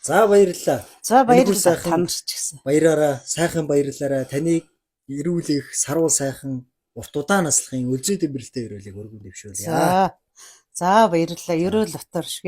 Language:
Mongolian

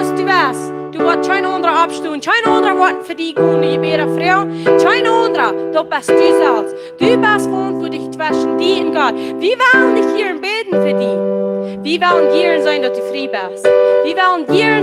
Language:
Plautdietsch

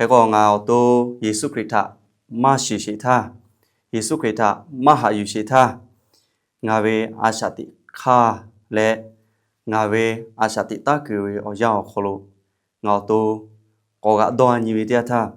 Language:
Lahu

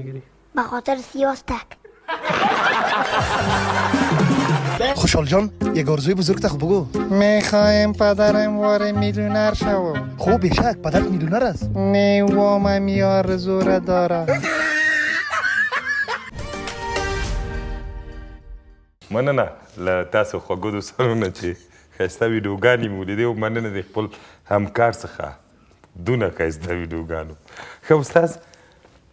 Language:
Persian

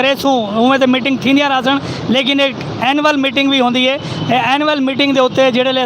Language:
Saraiki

